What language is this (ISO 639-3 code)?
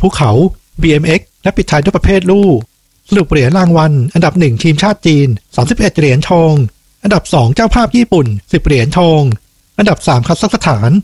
tha